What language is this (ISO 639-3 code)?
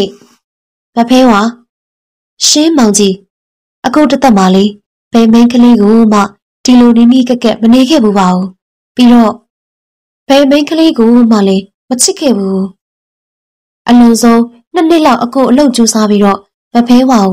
mya